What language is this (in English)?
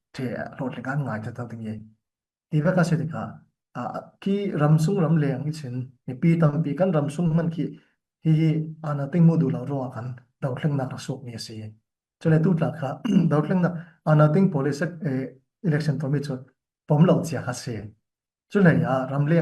Falam Chin